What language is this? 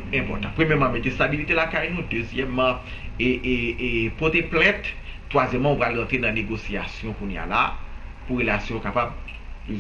Haitian Creole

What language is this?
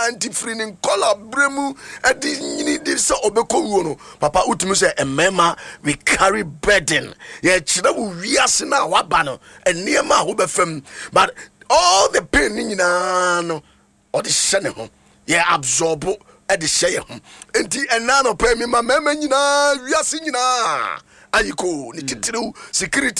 Akan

